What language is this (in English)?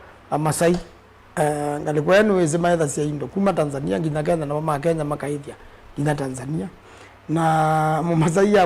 Kamba